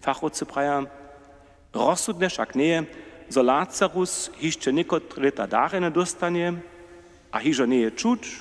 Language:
Upper Sorbian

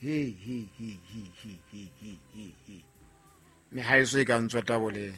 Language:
Southern Sotho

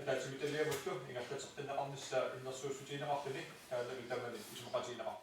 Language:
Kalaallisut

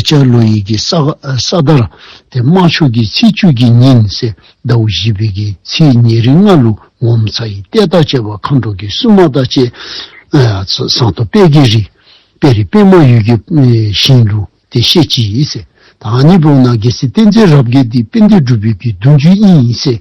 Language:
Dzongkha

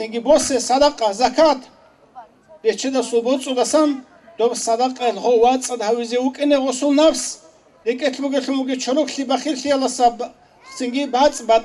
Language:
Avaric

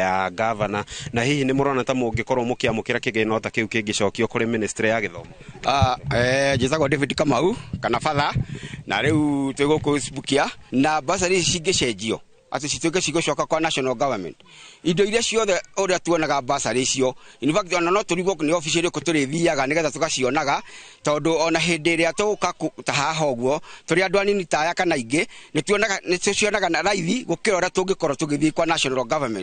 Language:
Kikuyu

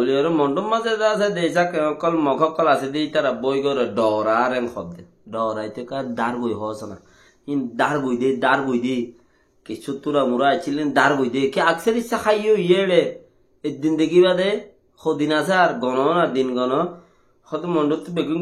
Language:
Rohingya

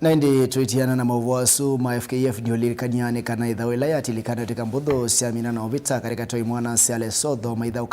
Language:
Kamba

